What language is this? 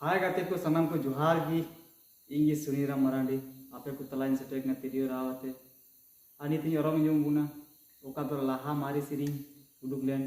Santali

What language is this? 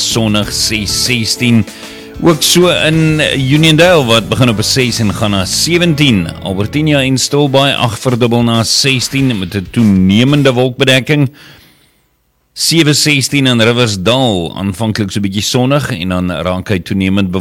Afrikaans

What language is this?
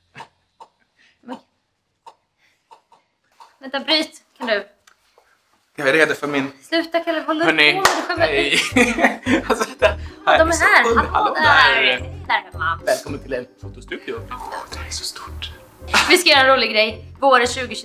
Swedish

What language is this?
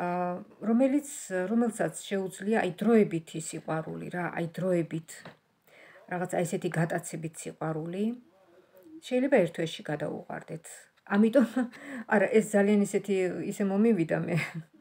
Georgian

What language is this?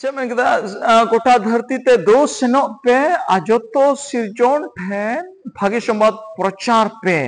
Santali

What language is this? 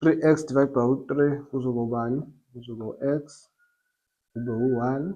Zulu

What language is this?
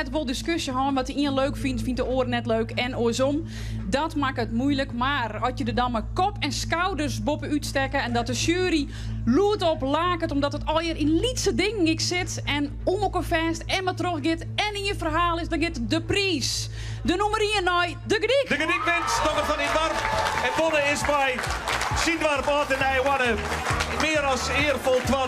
Western Frisian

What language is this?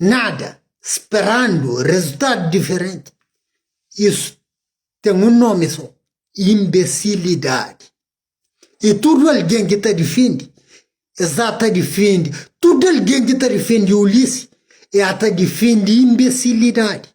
Kabuverdianu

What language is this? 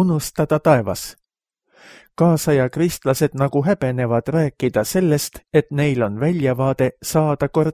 Estonian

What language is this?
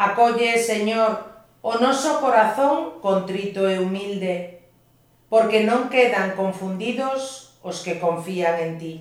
Galician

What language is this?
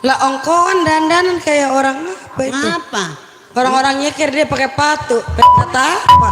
Betawi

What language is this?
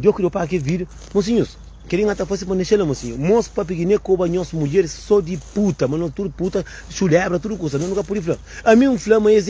Kabuverdianu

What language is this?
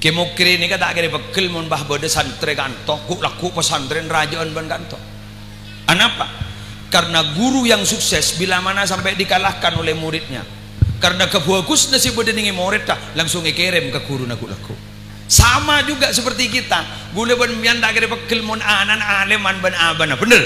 Madurese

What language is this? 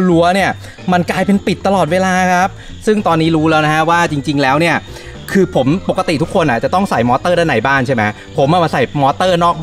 Thai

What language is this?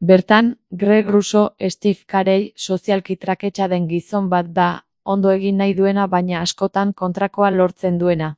Basque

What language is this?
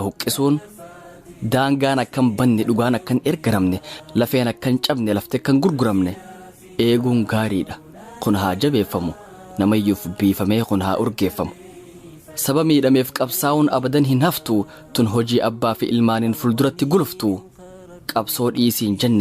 Oromo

